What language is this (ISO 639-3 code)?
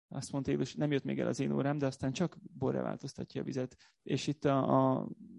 hun